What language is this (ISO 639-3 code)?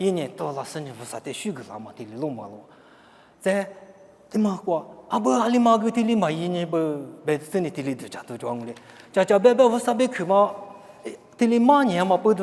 lis